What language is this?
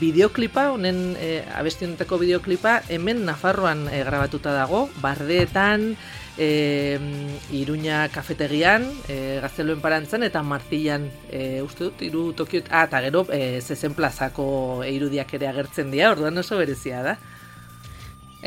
Basque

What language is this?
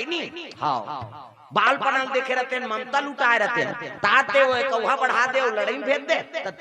Chhattisgarhi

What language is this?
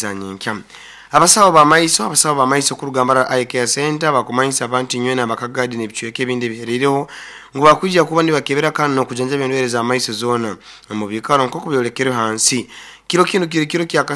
Nyoro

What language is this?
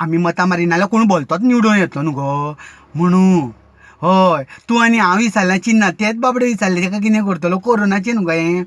Konkani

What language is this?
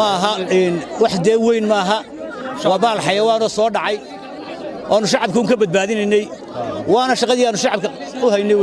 Somali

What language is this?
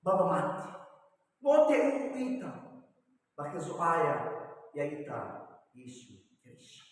Nias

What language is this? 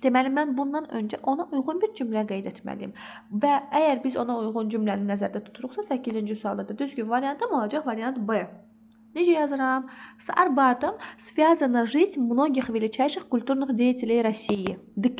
Azerbaijani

